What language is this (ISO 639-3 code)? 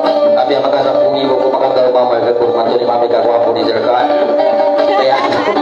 msa